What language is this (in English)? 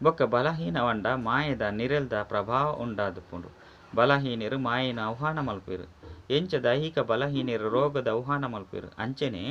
Tulu